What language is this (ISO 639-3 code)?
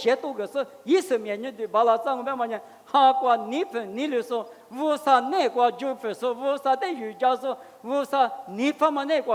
lis